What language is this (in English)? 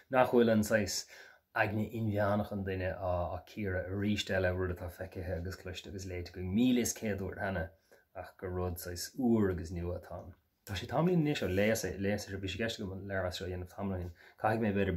Irish